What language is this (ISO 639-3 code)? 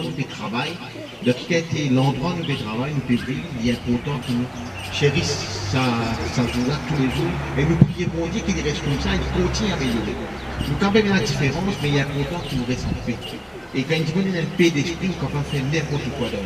mfe